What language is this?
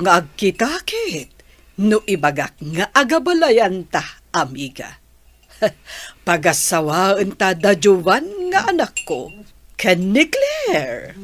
Iloko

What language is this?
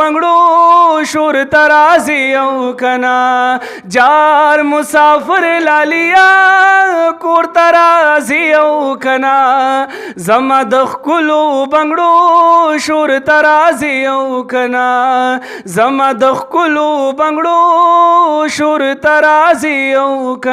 Pashto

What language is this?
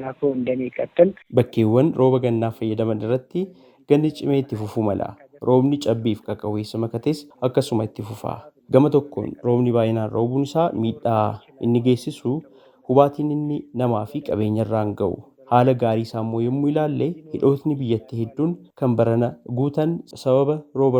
Oromo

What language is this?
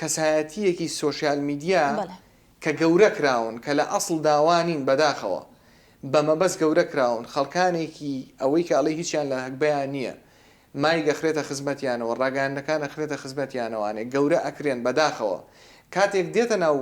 Central Kurdish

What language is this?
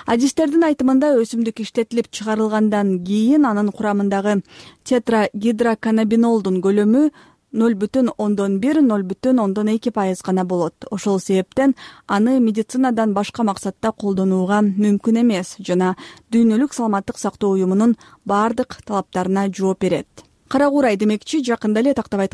Kyrgyz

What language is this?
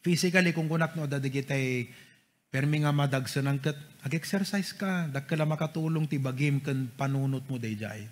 Iloko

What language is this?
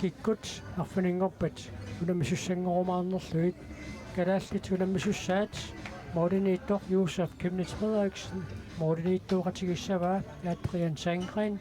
Kalaallisut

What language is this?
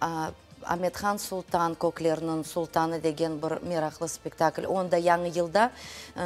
Crimean Tatar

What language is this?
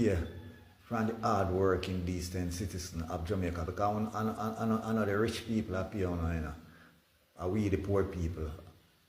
Jamaican Creole English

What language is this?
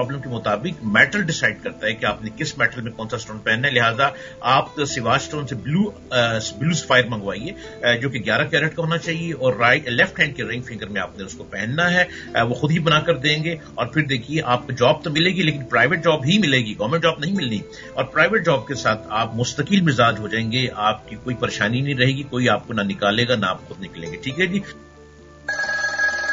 Urdu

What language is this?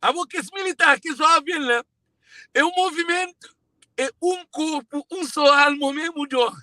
Kabuverdianu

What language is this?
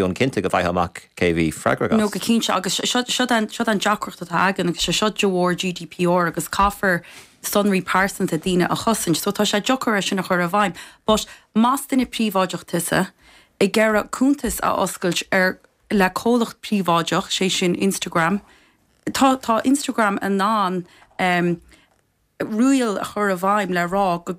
Irish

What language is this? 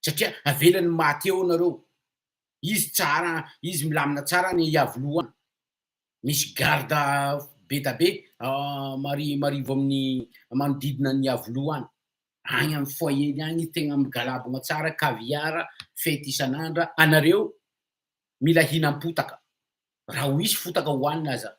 Malagasy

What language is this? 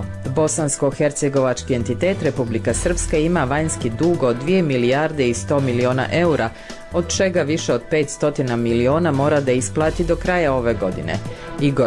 Bosnian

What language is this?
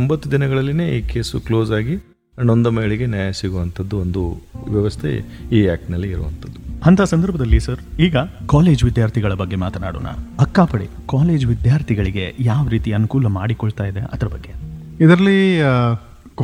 Kannada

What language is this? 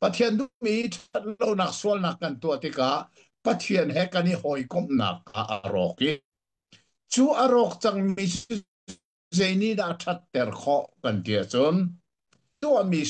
Hakha Chin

